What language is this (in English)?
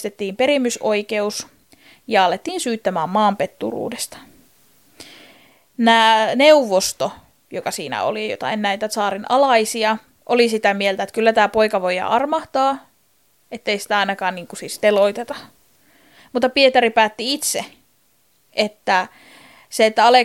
Finnish